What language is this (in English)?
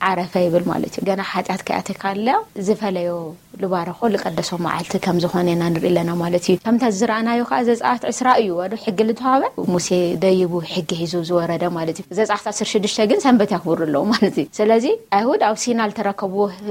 Tigrinya